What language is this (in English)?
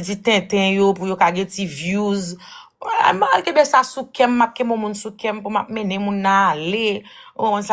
Haitian Creole